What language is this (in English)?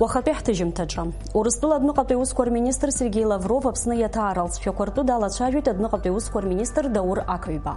Abkhazian